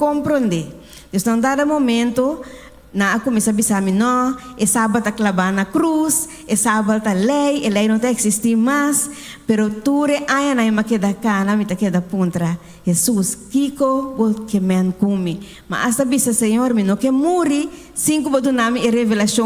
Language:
Papiamento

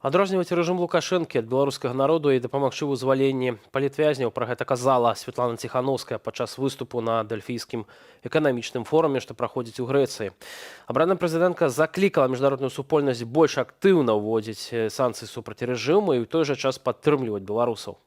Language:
Belarusian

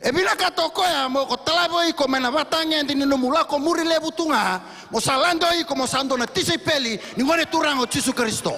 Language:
Fijian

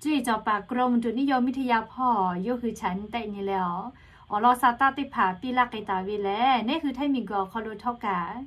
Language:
Lahu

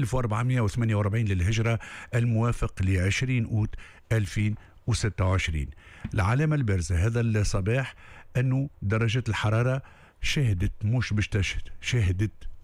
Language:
Tunisian Arabic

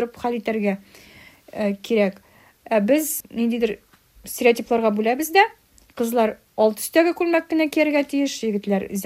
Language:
Tatar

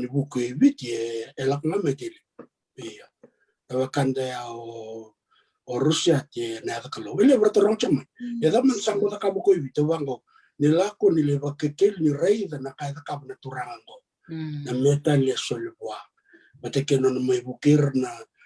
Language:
Fijian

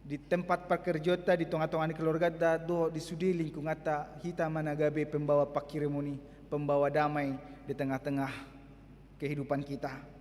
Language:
Batak Toba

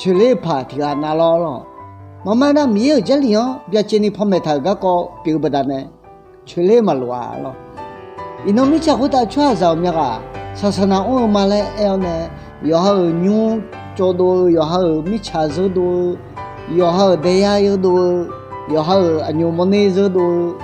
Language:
Akha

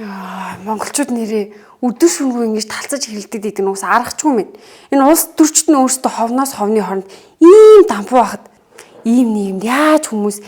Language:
Mongolian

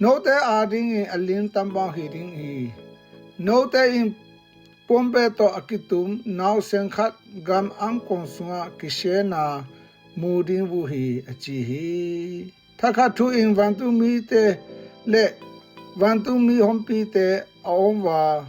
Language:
Tedim Chin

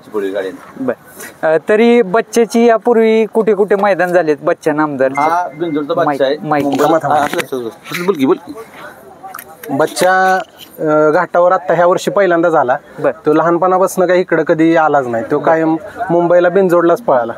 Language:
Marathi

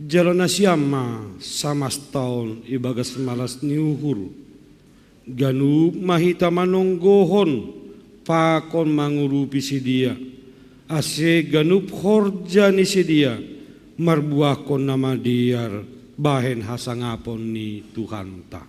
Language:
Batak Simalungun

